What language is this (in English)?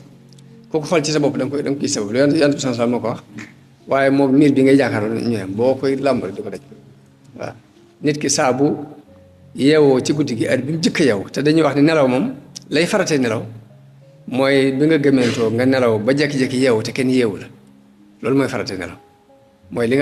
Wolof